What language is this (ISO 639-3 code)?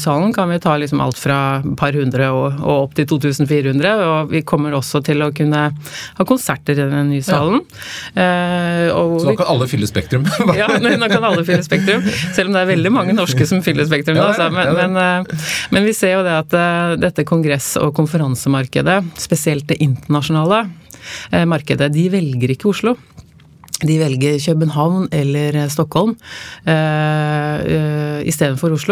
nor